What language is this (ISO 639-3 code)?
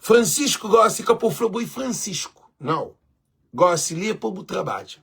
kea